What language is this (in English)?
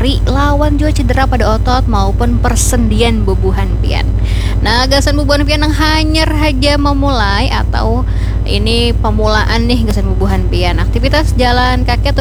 Banjar